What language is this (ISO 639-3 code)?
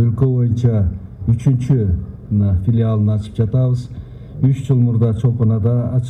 kir